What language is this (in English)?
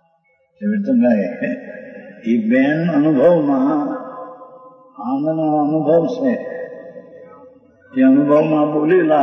Gujarati